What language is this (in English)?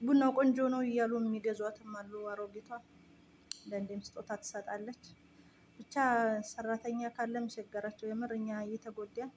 Amharic